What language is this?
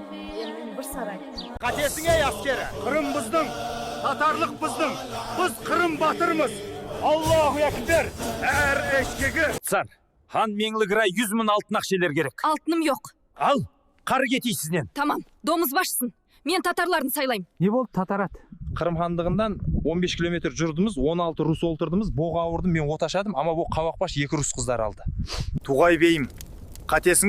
Crimean Tatar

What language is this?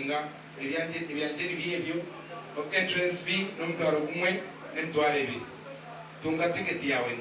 Nyankole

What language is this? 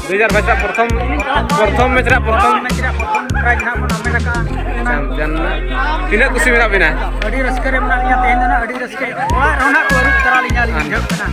Santali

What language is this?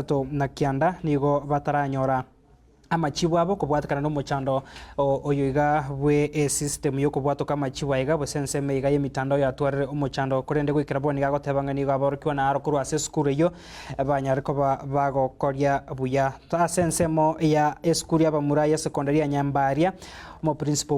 Gusii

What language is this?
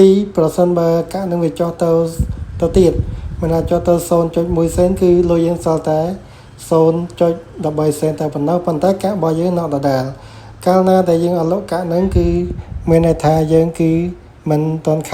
Khmer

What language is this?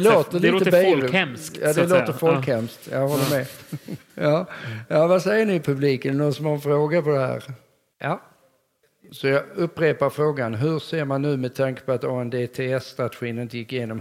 Swedish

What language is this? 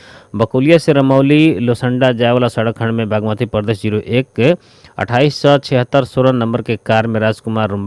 Bhojpuri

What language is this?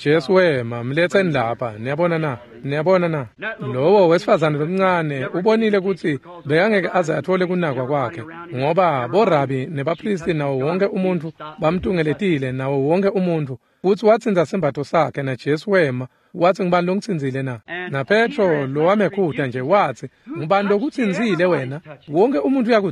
Swati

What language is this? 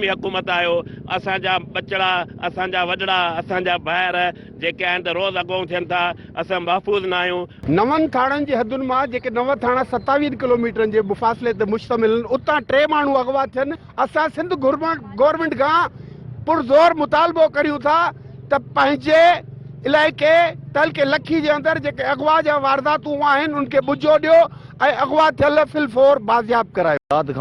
Sindhi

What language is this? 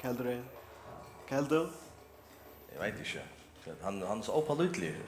Faroese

